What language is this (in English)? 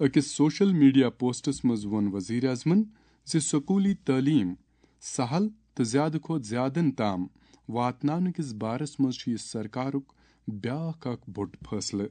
Kashmiri